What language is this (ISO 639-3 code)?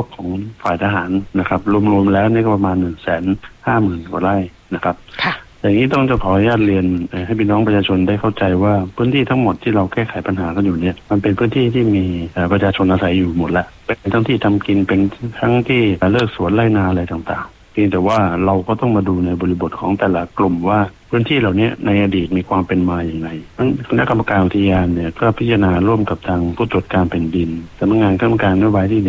tha